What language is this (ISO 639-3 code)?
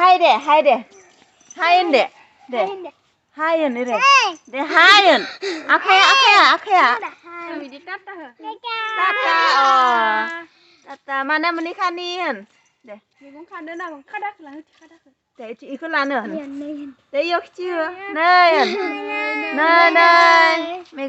brx